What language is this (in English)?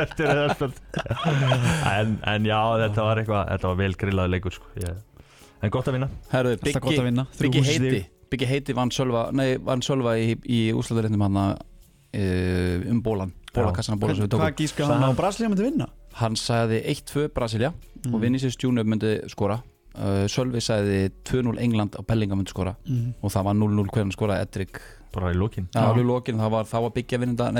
Icelandic